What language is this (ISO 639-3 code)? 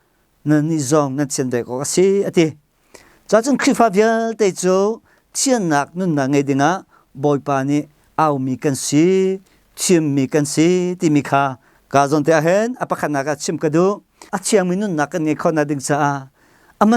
cnh